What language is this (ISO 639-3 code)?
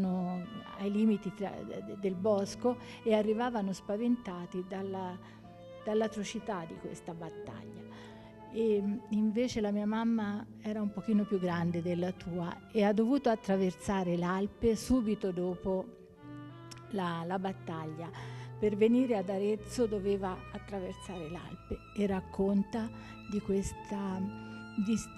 ita